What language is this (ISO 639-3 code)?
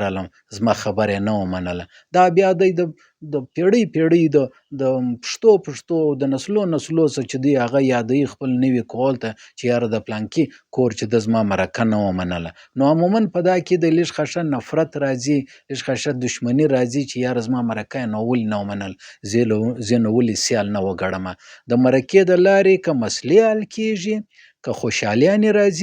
pus